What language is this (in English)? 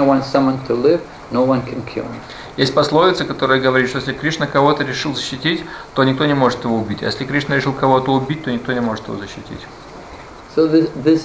Russian